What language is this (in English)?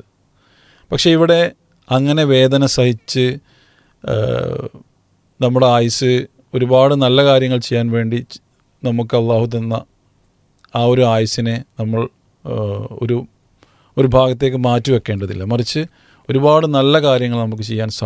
Malayalam